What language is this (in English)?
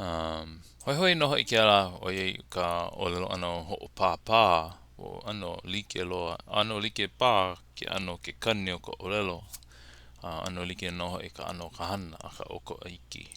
Hawaiian